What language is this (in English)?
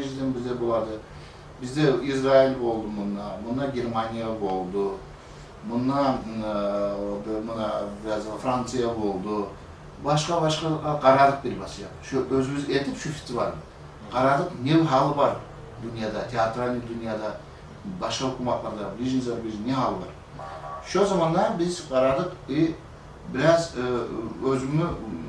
Kumyk